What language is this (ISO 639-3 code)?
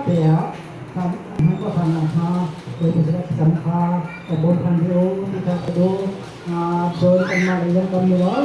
cnh